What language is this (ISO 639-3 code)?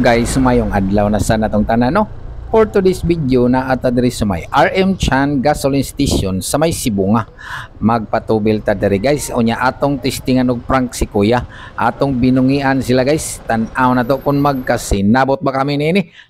ceb